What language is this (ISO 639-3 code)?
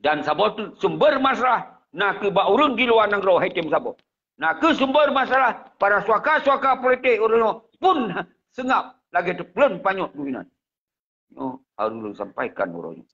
ace